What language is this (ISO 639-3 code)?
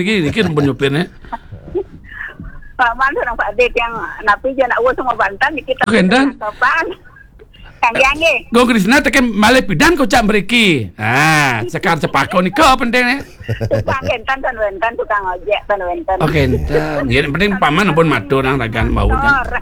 ban